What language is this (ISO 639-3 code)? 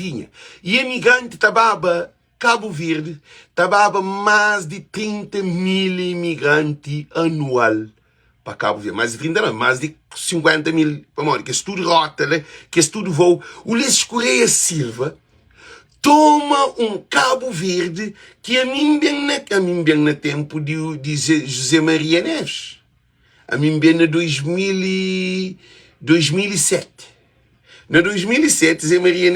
kea